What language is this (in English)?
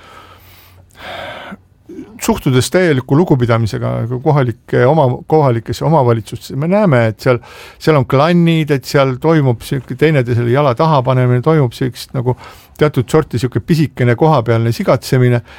Estonian